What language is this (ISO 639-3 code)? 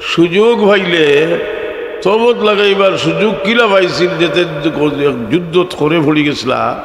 syl